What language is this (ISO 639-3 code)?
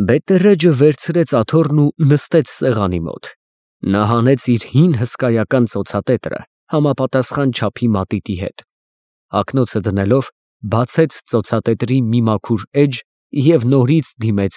hye